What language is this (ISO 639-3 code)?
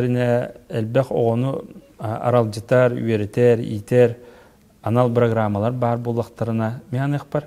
sah